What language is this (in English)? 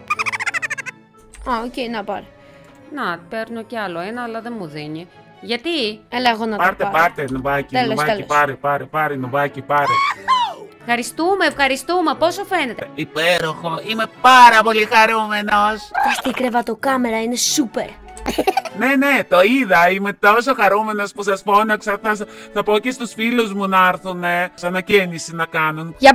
Greek